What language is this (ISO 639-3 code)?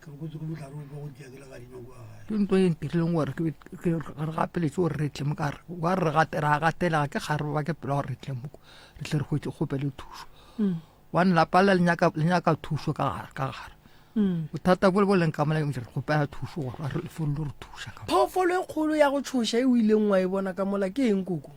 nso